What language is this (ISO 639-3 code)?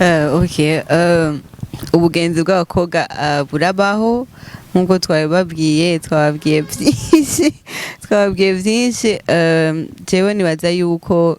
run